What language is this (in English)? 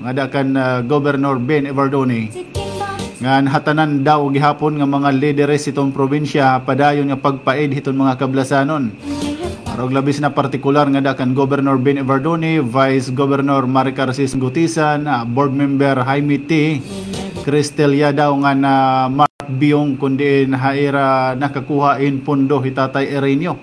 Waray